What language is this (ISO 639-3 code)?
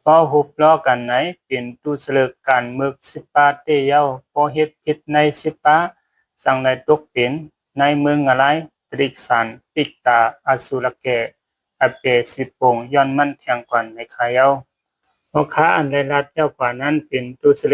shn